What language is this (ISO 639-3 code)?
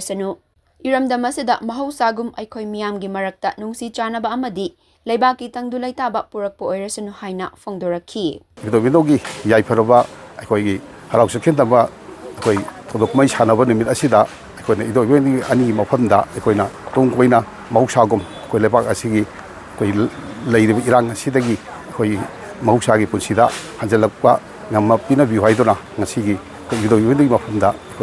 mni